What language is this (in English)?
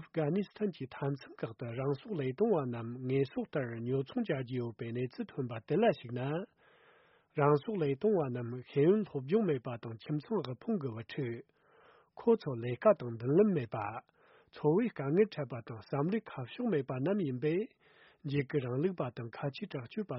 Tibetan